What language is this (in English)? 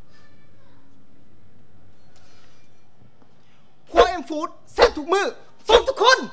Lao